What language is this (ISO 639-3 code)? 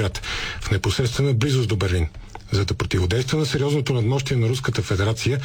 bul